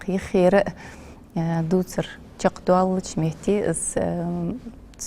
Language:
Ingush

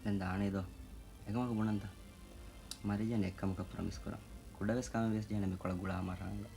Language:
Divehi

